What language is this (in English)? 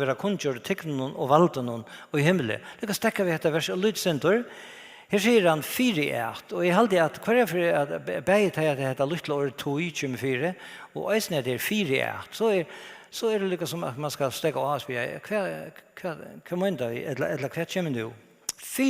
Faroese